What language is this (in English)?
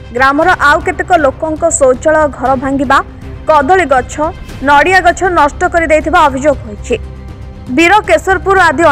Odia